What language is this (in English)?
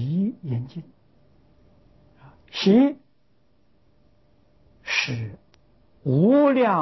Chinese